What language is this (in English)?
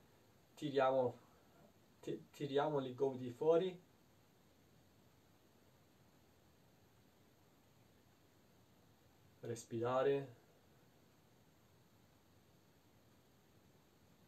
Italian